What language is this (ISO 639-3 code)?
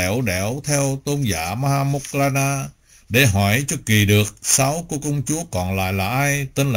vie